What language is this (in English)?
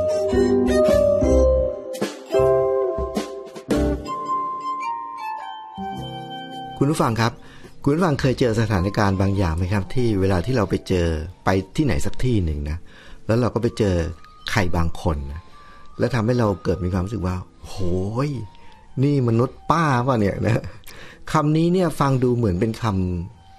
Thai